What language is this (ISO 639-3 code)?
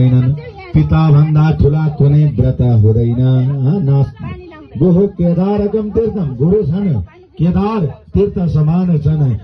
nep